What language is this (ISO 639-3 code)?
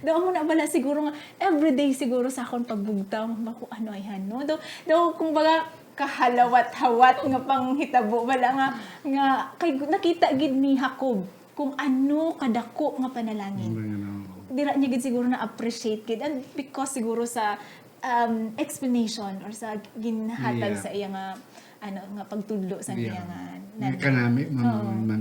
hil